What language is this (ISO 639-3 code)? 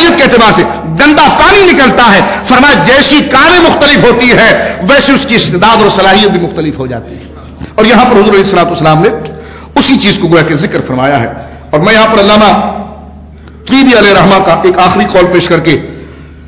urd